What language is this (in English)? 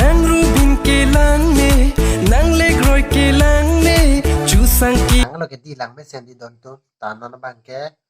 Karbi